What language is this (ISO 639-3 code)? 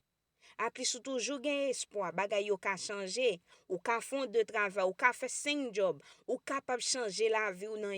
hat